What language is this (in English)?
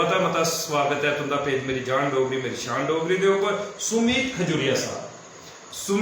Dogri